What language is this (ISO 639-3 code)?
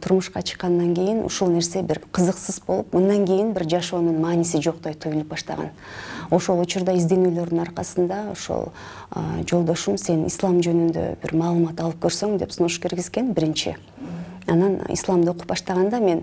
kir